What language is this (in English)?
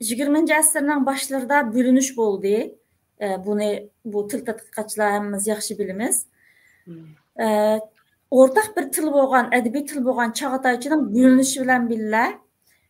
Uyghur